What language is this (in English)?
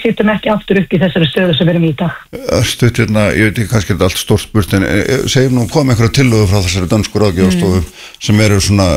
Icelandic